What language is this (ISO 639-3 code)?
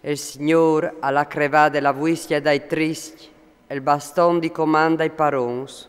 fur